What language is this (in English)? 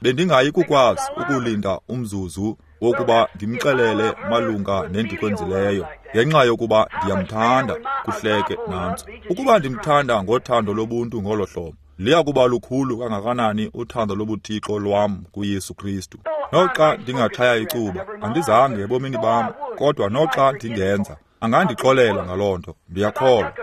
Xhosa